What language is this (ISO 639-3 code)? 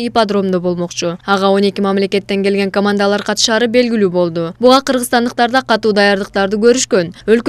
kir